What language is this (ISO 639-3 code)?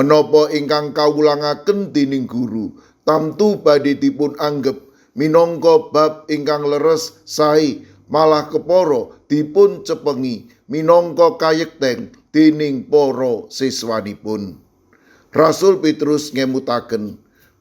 jav